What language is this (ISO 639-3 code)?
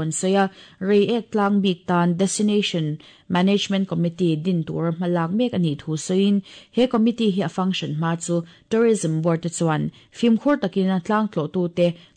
lus